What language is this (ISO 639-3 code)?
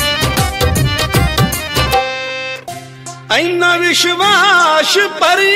pan